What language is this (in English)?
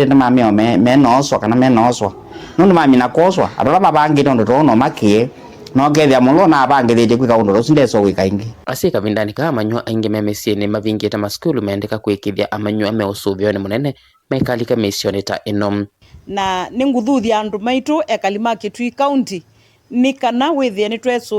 Kamba